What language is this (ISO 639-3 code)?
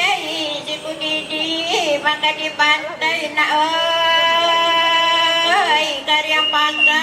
min